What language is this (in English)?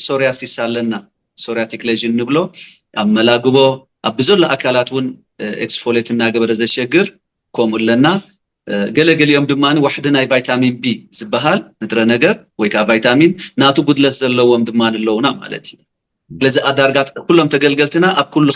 Tigrinya